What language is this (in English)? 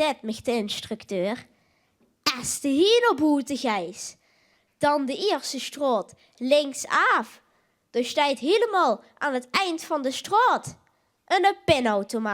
Limburgish